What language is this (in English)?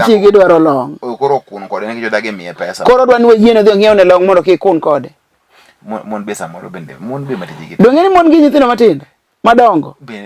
Luo (Kenya and Tanzania)